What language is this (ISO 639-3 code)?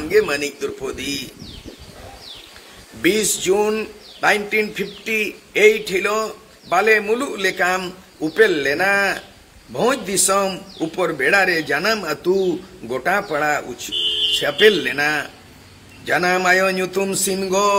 sat